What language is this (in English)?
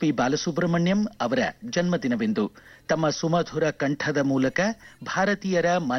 Kannada